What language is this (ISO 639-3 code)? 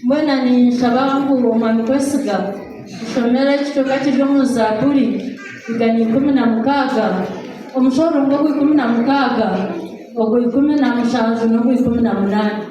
nyn